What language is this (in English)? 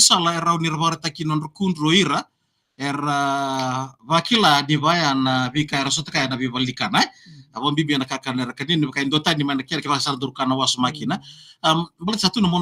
Fijian